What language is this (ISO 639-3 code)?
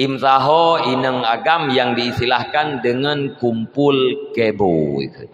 ace